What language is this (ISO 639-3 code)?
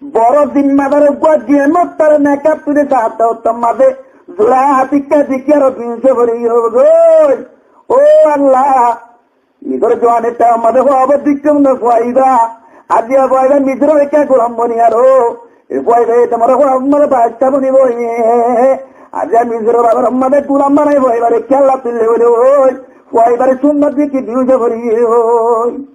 rhg